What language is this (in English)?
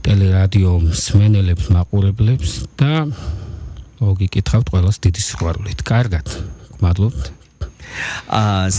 Georgian